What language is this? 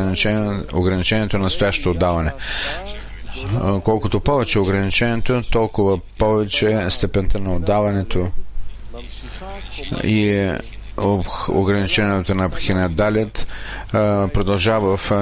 Bulgarian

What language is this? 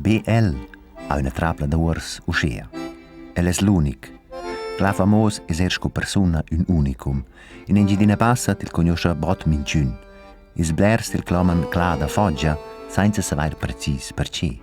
Romansh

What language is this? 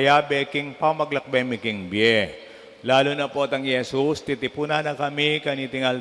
Pampanga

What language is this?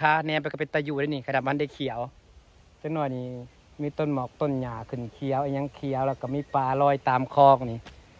Northeastern Thai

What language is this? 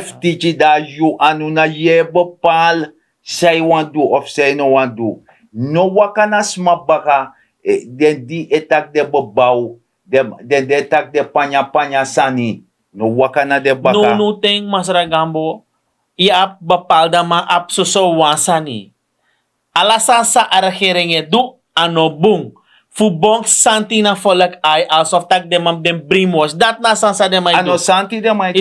Sranan Tongo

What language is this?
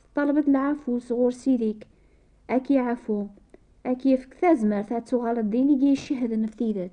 Kabyle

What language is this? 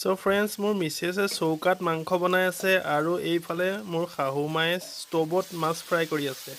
Assamese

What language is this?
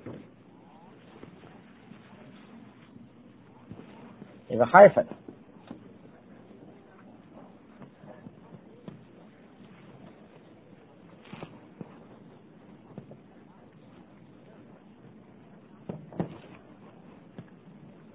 Chinese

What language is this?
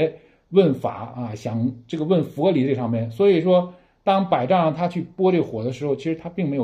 Chinese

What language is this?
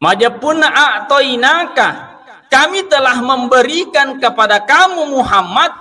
Buginese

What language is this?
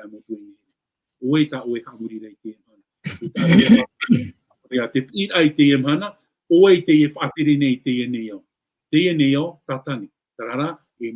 Tahitian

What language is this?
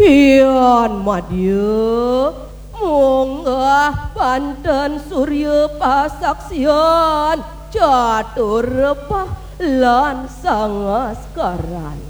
Balinese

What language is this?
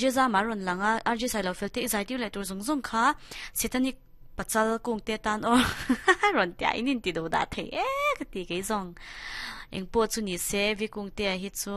Mizo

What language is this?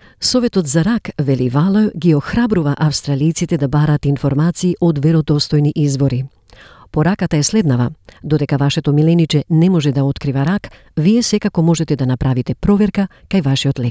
Macedonian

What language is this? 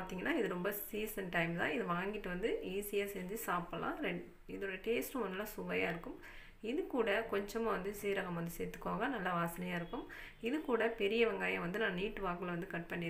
Tamil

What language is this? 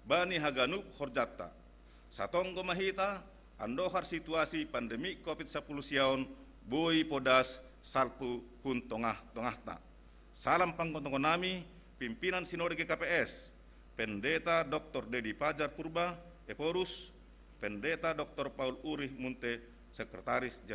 Batak Simalungun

